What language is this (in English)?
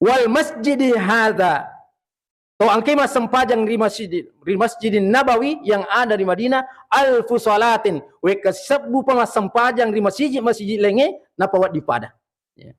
Buginese